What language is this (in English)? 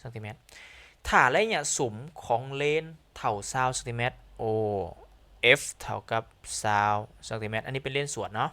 Lao